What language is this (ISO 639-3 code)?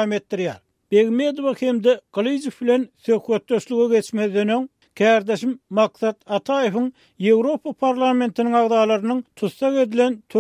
tuk